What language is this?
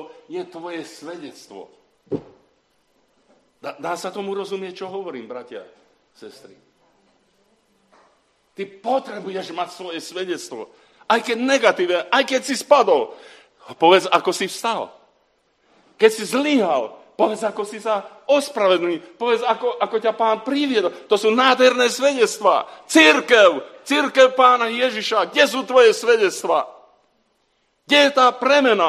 Slovak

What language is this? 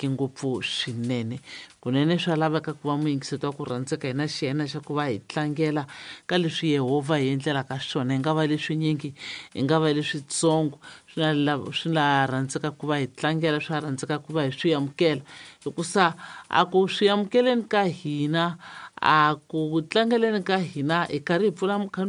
Tsonga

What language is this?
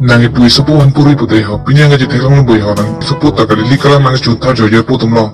Karbi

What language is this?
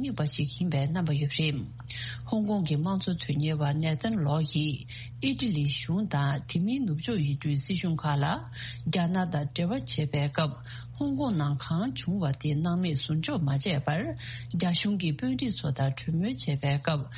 Tibetan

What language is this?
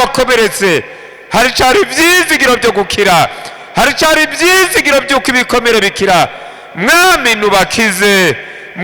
Rundi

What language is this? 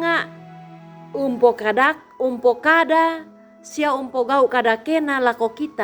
Toraja-Sa'dan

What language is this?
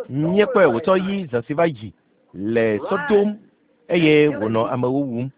Ewe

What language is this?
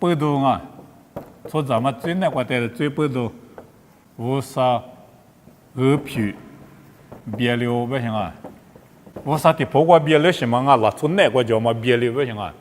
Lisu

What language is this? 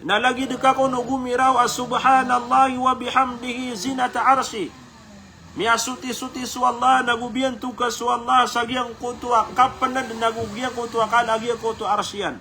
Maranao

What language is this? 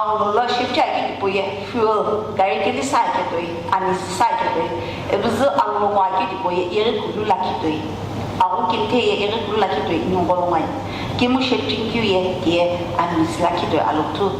Sumi Naga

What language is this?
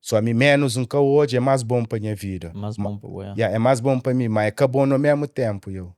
Kabuverdianu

